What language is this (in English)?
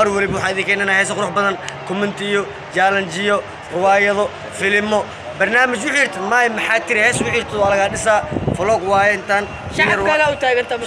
Somali